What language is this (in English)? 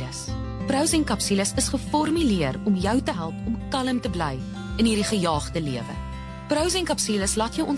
Afrikaans